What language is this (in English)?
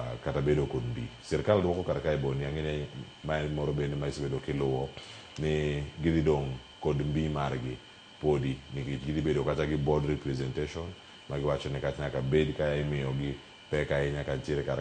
Luo (Kenya and Tanzania)